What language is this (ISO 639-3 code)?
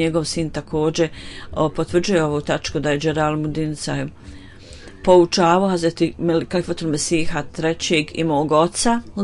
bos